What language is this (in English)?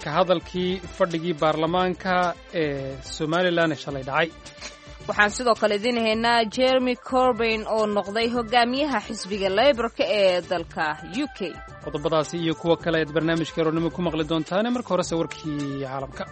Somali